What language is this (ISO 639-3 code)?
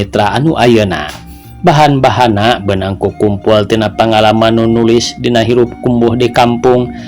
sun